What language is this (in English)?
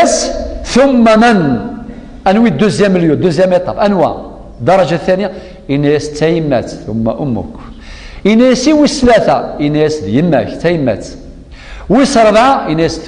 Kabyle